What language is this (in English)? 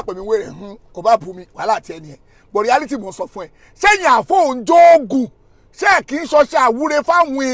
Yoruba